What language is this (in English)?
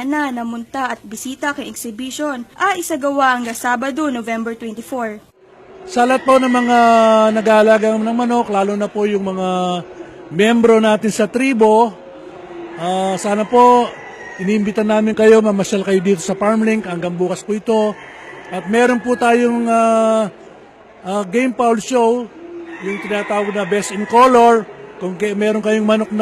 Pampanga